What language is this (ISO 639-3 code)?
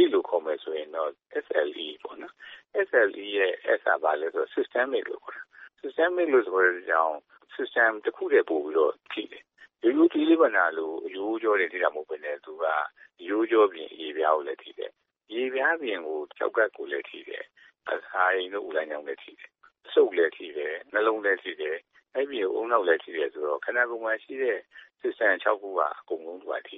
mya